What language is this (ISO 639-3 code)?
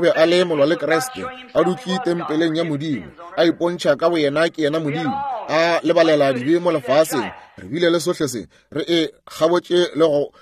nso